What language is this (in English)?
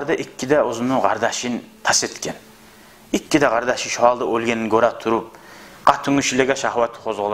Kumyk